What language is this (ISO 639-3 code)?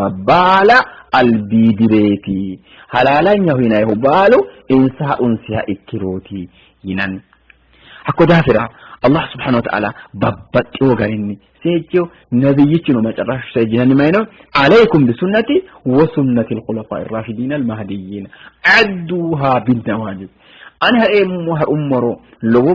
sid